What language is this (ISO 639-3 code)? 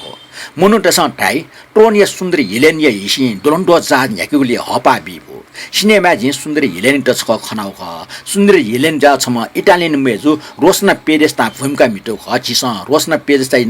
new